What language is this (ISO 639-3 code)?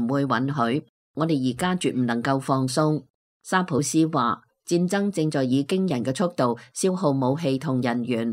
yue